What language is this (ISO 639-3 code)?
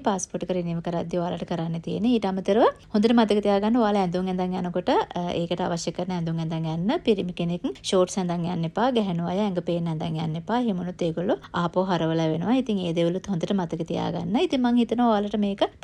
sin